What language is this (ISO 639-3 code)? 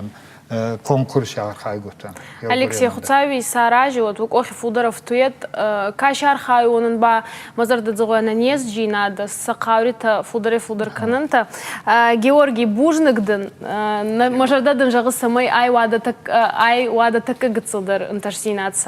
oss